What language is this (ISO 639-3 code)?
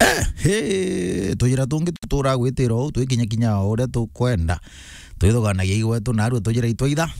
mer